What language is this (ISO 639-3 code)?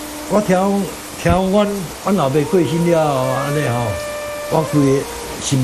nan